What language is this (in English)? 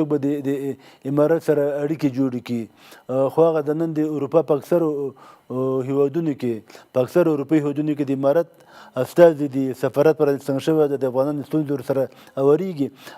Pashto